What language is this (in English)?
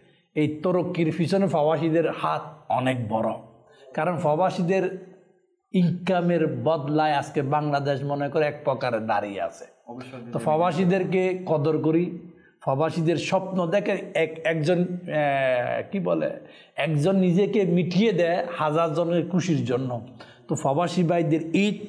Bangla